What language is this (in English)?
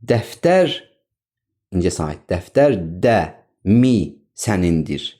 Azerbaijani